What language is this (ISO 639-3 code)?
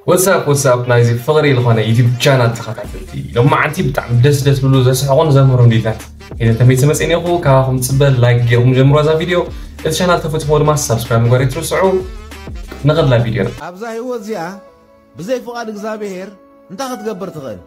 tir